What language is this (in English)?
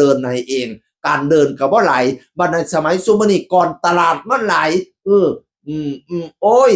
Northeastern Thai